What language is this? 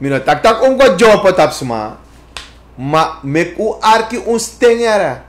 Sranan Tongo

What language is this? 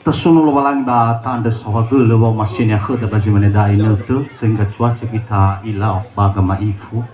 Nias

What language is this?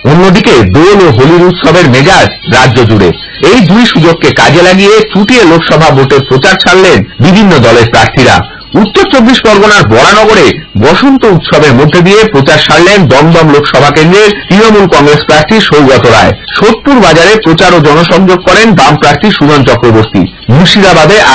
Bangla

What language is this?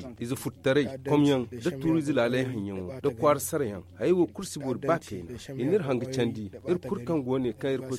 Zarma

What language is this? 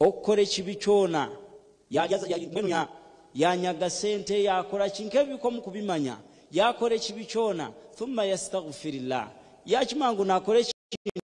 Nyankole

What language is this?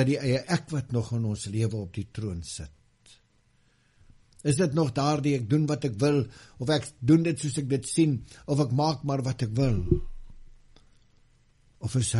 Afrikaans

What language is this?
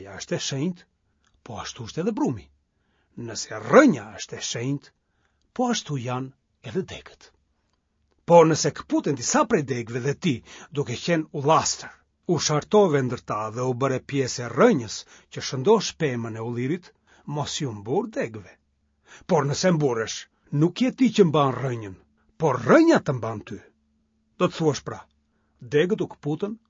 Albanian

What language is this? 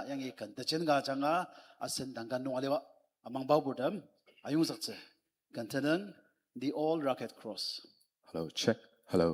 Ao Naga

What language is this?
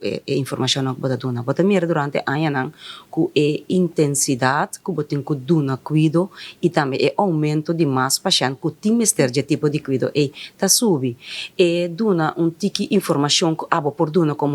Papiamento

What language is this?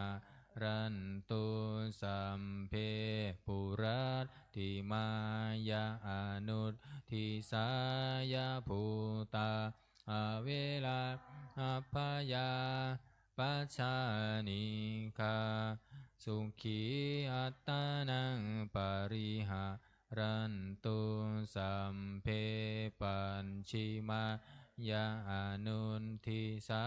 Pali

